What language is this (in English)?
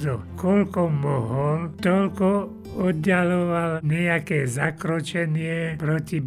Slovak